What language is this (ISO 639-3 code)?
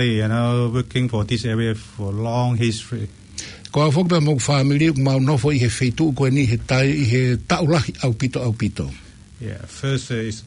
ton